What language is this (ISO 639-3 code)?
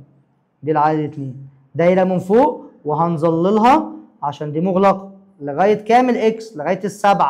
arz